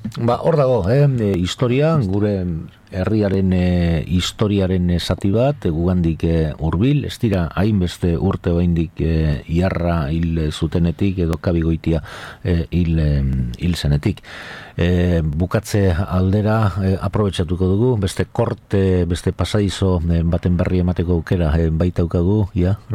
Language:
Basque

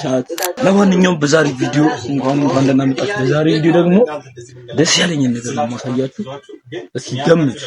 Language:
Amharic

